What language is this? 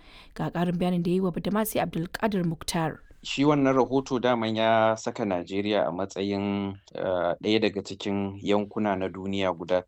Hausa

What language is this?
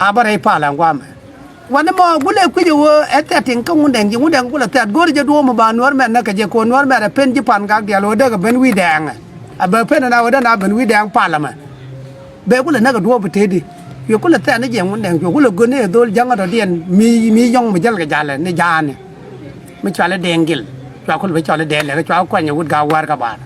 Nuer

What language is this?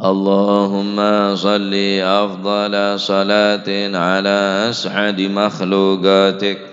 Madurese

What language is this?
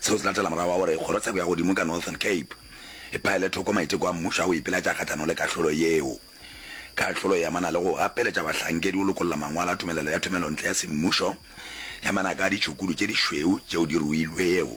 Northern Sotho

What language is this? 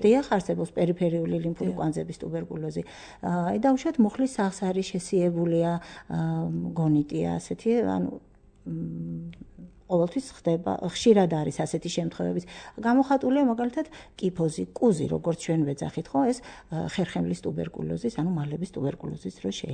Georgian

